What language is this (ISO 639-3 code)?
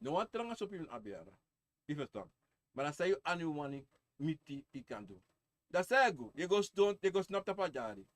srn